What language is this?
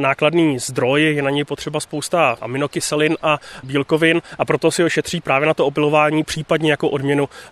Czech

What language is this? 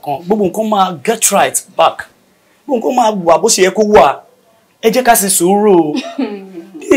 Yoruba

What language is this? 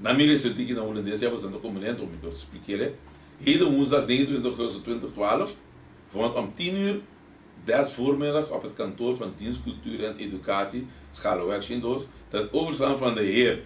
Papiamento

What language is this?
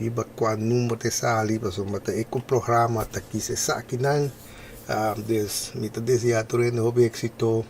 Papiamento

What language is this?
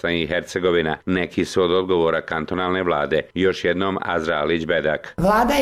Bosnian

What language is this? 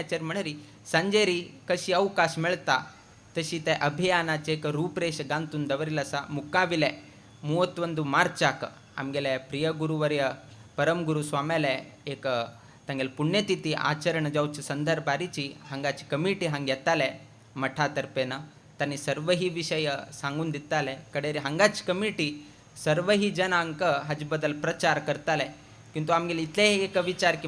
Konkani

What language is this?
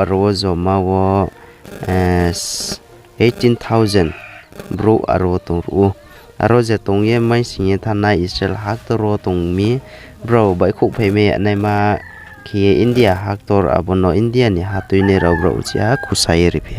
Riang (India)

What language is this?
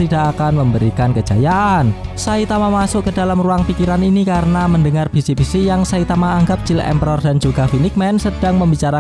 Indonesian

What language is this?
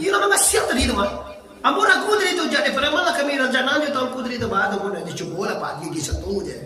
Minangkabau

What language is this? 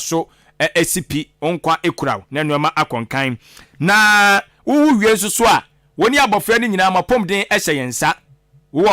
Akan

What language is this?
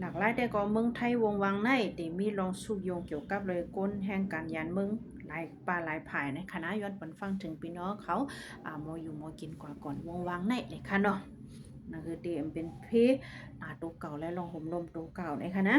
Shan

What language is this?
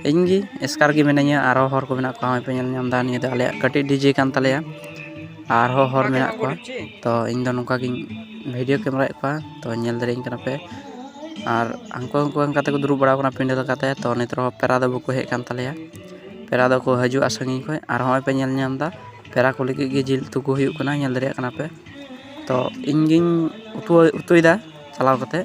Santali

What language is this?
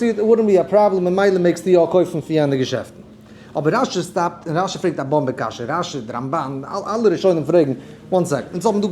Yiddish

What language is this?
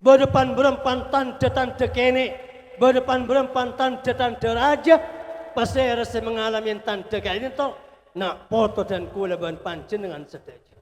Madurese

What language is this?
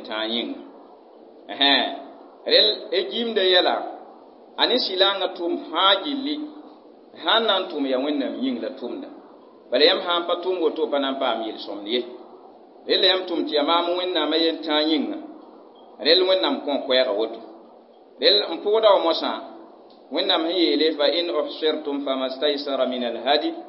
Mossi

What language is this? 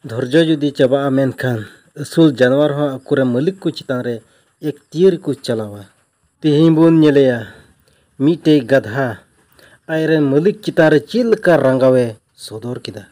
Santali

